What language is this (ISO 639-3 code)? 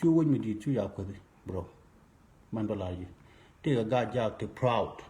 nus